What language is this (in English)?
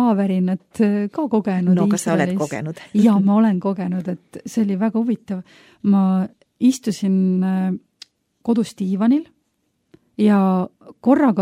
Estonian